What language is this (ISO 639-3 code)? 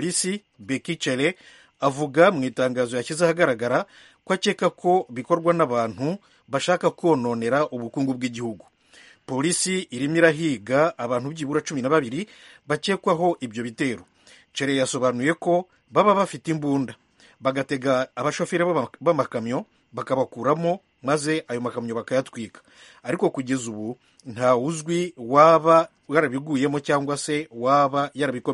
kin